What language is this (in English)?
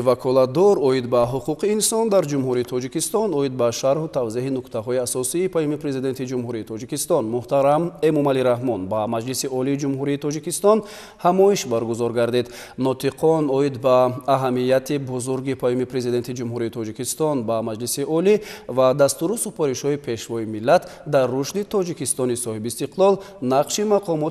Tajik